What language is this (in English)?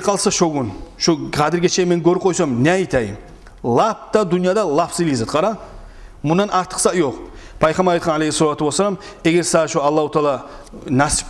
Kumyk